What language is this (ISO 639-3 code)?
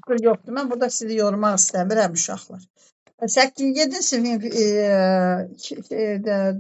aze